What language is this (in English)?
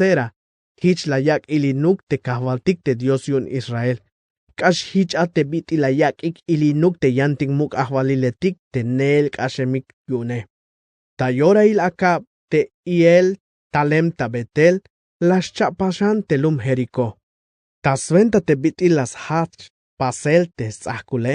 Tzeltal